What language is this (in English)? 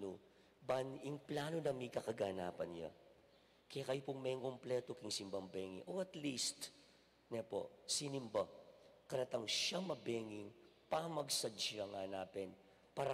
Pampanga